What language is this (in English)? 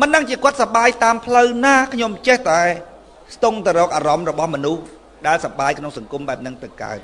Khmer